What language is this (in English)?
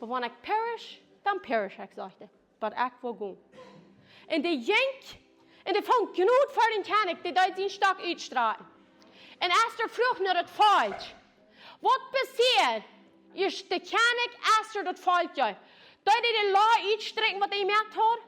Plautdietsch